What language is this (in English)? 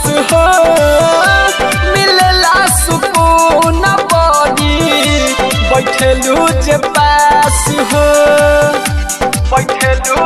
Bhojpuri